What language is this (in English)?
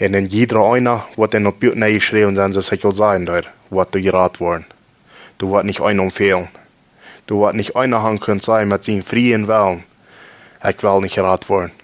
Plautdietsch